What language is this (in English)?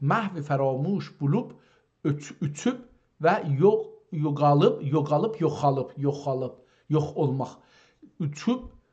South Azerbaijani